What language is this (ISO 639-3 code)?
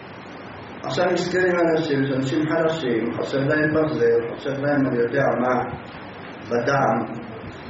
heb